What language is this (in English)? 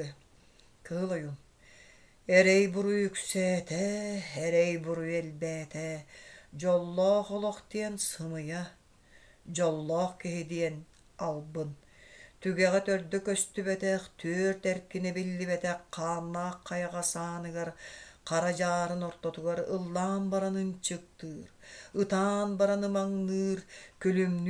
Yakut